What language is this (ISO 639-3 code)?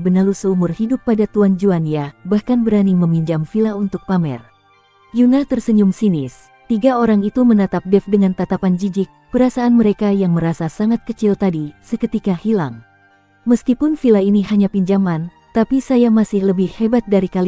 ind